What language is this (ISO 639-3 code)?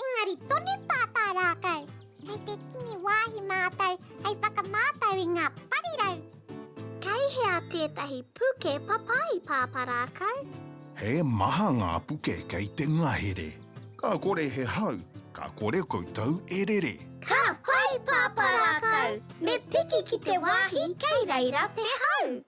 mri